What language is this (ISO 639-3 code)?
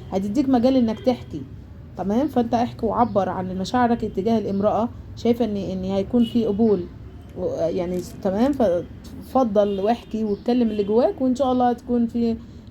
arz